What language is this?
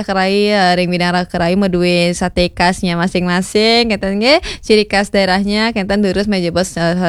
Balinese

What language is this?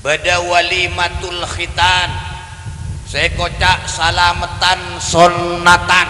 Madurese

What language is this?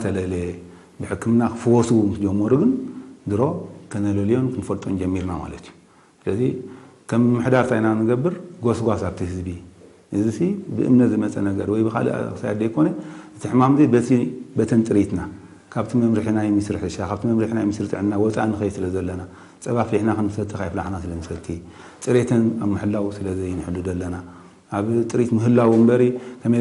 Tigrinya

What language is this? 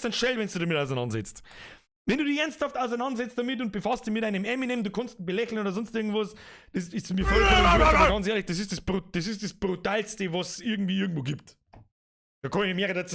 Bavarian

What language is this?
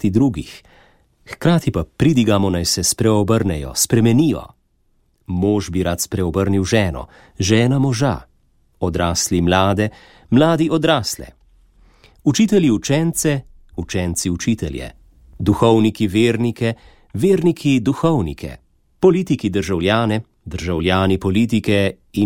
Slovenian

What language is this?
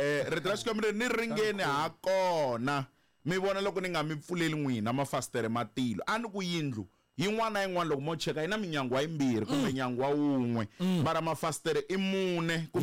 Tsonga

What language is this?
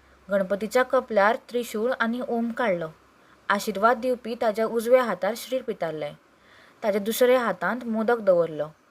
Konkani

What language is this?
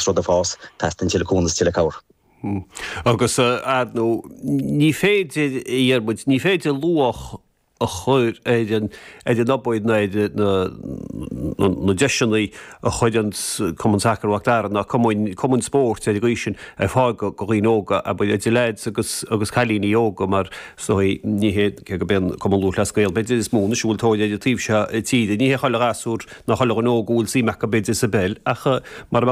Irish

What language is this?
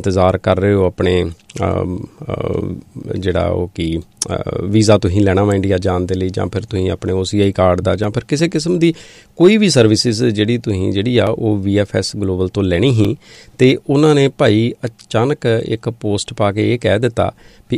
Punjabi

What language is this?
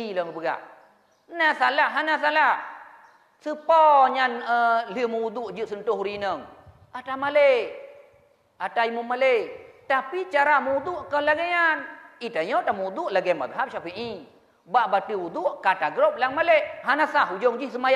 Achinese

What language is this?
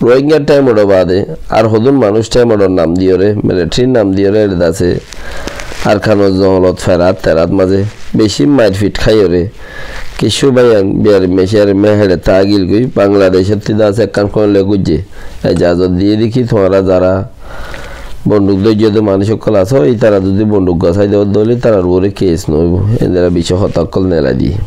Rohingya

